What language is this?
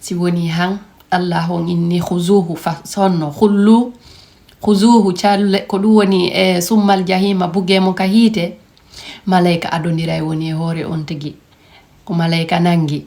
Fula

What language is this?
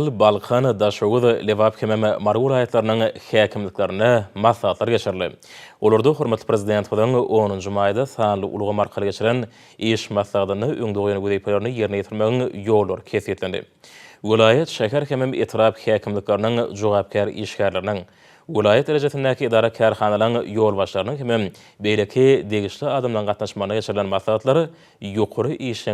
Turkmen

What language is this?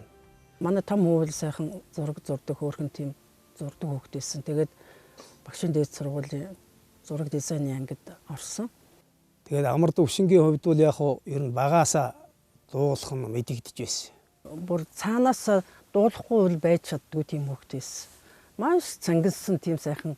Mongolian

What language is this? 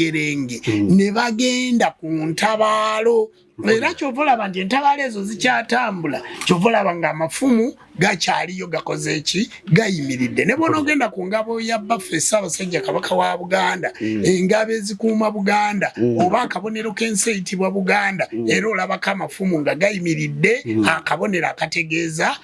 Ganda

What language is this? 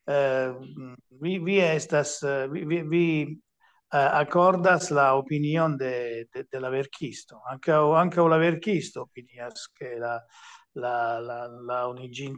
Esperanto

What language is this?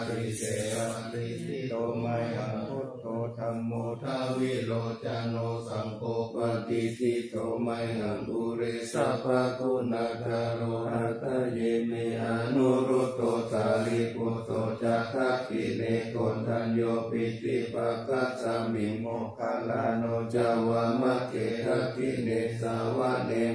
Pali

